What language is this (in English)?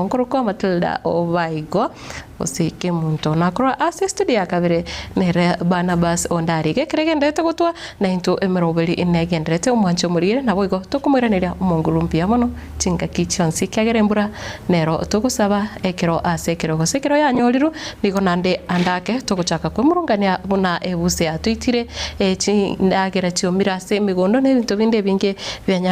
Gusii